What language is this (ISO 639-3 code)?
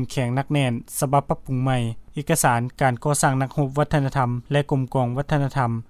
lao